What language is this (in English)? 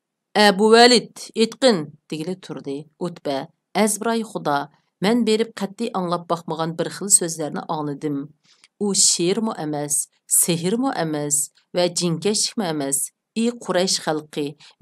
Uyghur